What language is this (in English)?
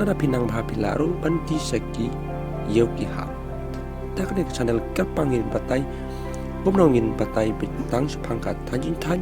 Khasi